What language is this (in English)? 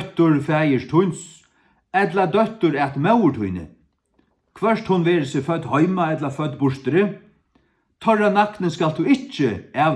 Faroese